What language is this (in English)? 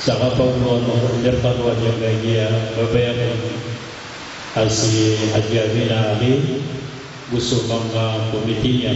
Maranao